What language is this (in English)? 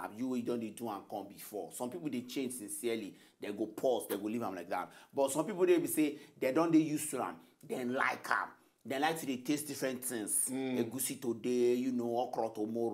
Nigerian Pidgin